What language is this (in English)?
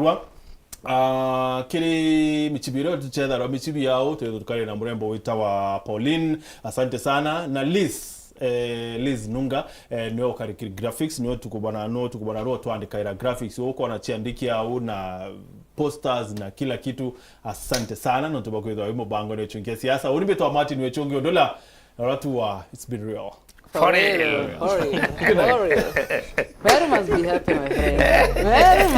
Meru